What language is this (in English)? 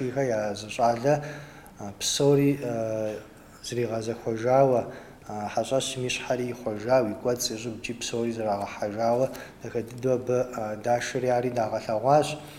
Kabardian